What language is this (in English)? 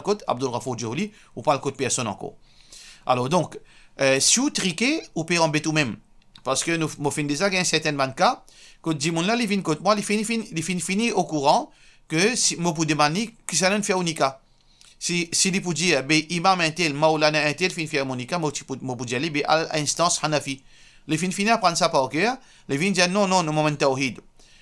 Morisyen